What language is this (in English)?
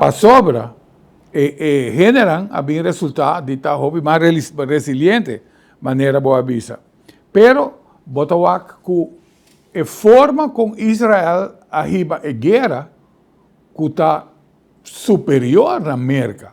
Papiamento